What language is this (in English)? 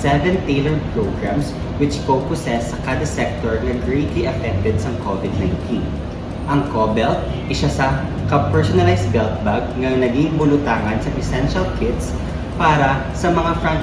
Hiligaynon